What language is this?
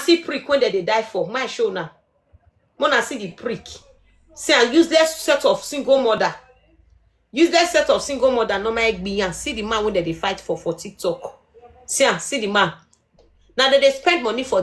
Nigerian Pidgin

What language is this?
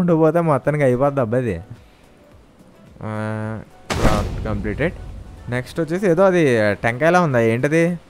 Telugu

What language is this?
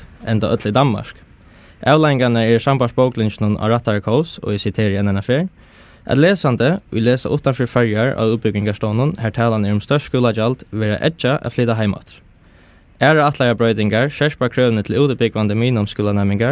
Faroese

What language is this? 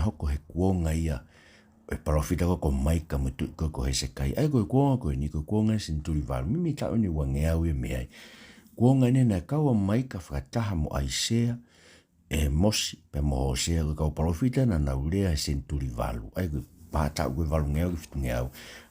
Tongan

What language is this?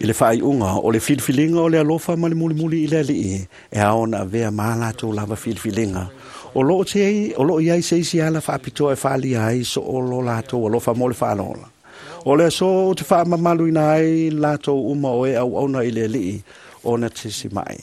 Samoan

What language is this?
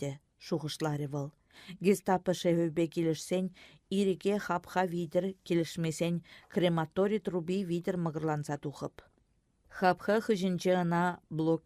Chuvash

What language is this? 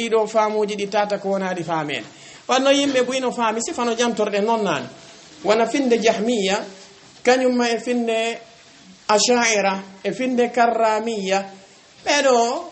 Fula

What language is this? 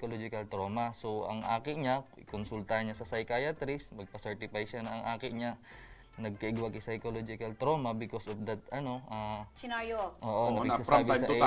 Bikol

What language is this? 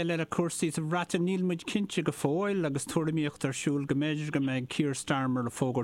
Irish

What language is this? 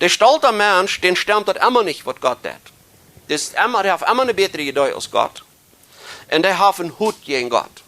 Plautdietsch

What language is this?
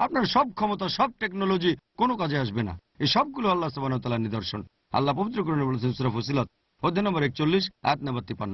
Bangla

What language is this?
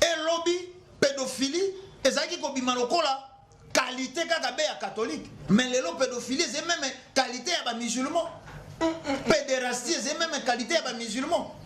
Lingala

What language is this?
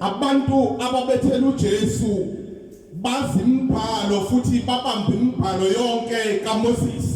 Zulu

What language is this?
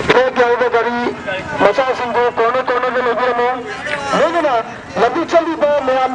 Manipuri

